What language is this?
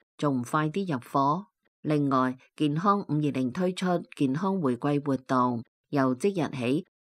Cantonese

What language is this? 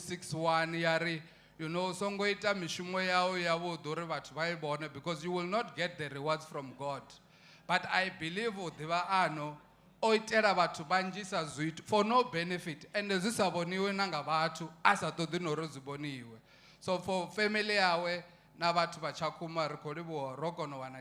Venda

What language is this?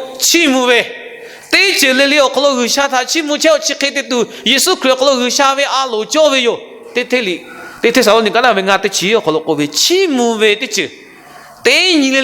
Lahu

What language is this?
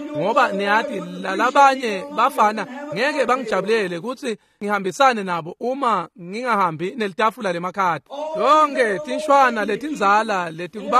Swati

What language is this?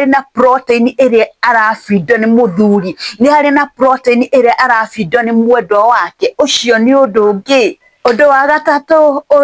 Kikuyu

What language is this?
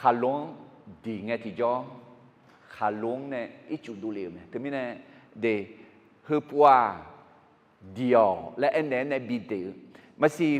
Akha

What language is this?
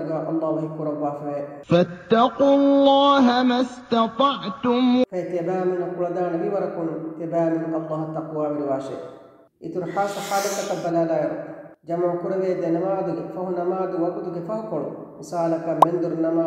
Divehi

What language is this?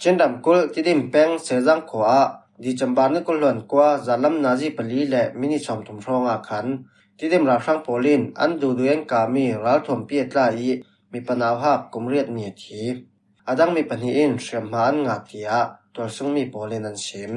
Falam Chin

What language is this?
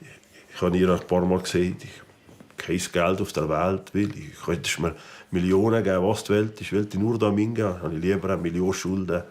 Swiss German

